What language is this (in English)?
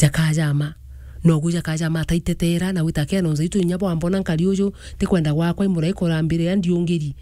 Meru